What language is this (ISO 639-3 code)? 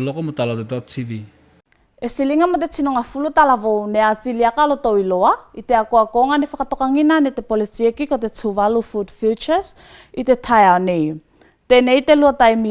tvl